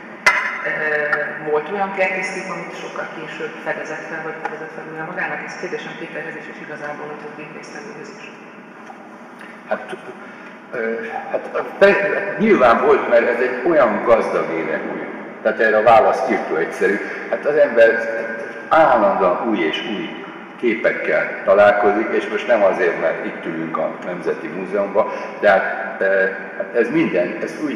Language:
Hungarian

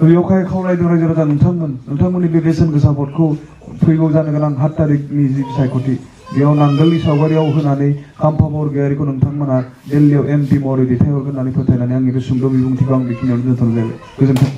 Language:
Bodo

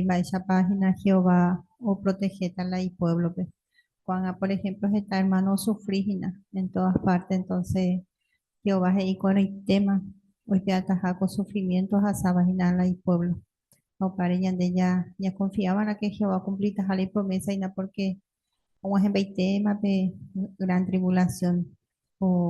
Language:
Guarani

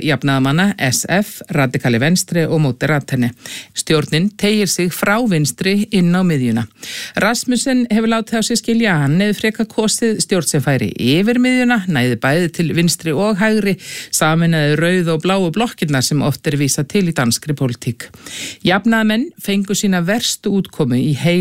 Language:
Icelandic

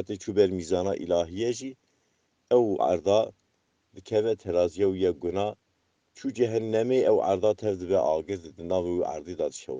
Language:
Kurdish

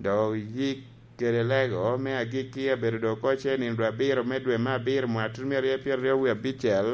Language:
Lango (Uganda)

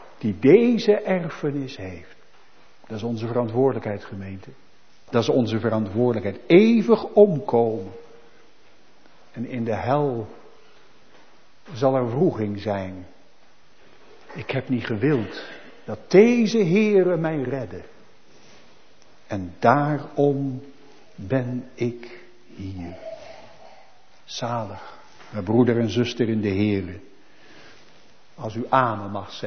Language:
Dutch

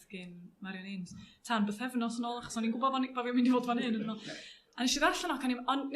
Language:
Welsh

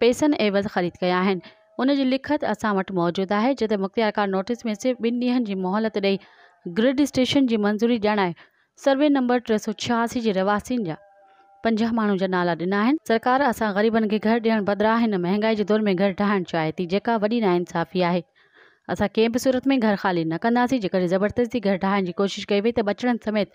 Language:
Sindhi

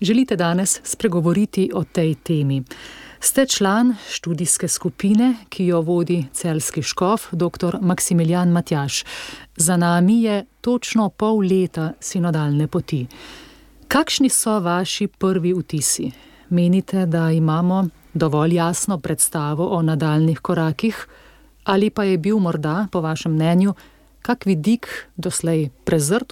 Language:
Slovenian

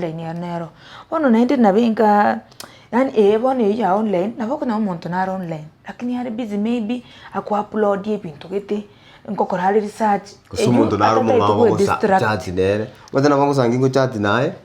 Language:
Gusii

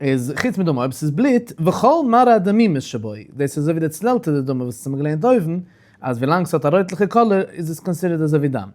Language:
Yiddish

